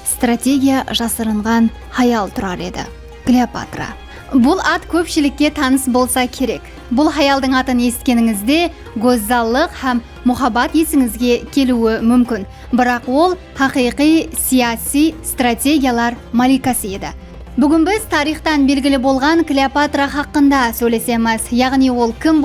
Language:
Kara-Kalpak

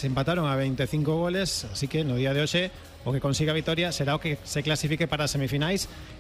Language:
Galician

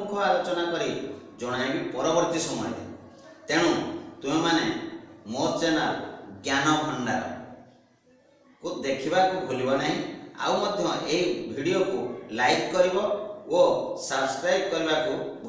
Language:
Odia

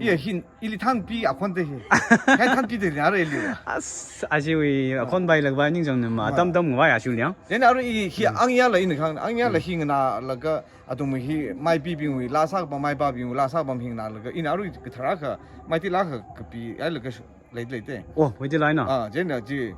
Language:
Tangkhul Naga (India)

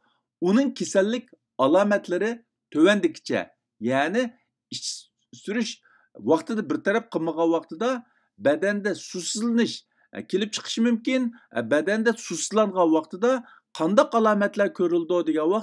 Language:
Uyghur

